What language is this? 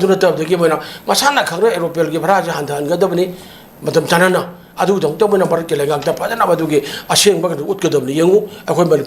Manipuri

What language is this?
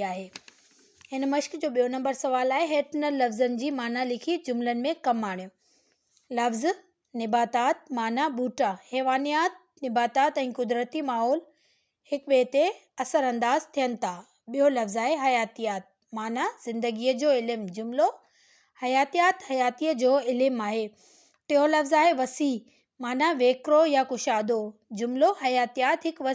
Sindhi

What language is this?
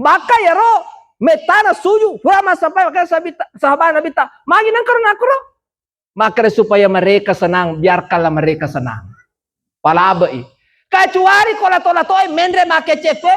Buginese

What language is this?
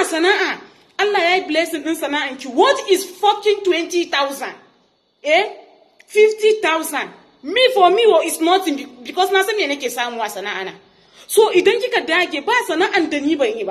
Hausa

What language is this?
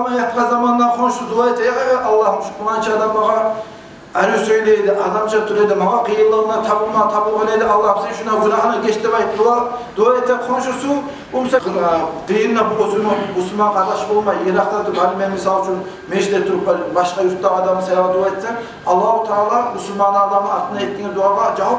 Kumyk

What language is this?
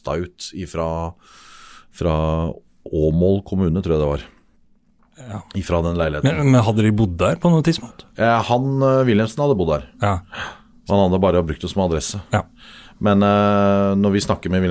Norwegian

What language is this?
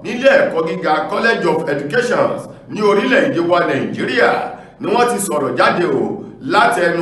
Yoruba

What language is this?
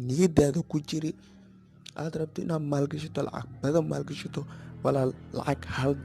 Somali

